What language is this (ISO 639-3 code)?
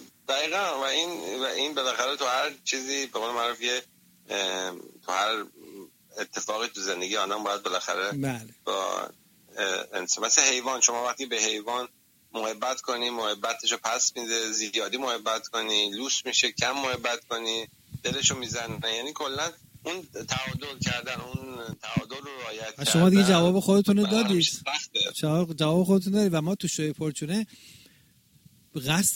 fas